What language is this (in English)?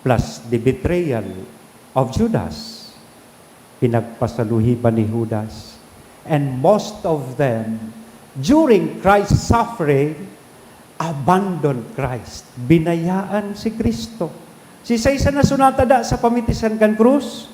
Bikol